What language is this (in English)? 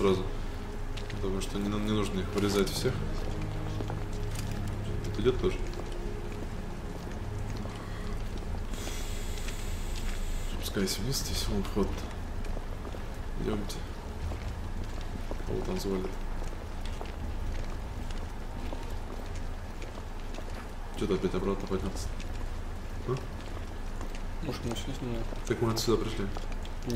Russian